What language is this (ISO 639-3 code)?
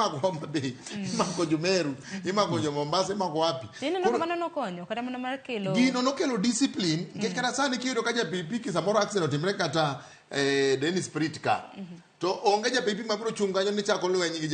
luo